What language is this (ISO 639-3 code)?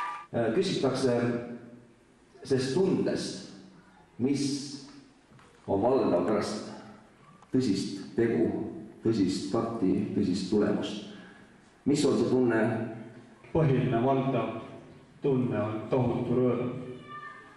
est